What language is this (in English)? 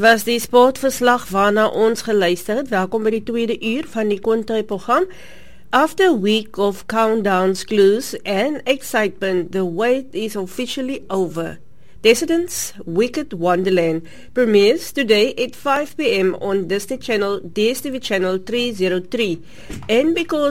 Afrikaans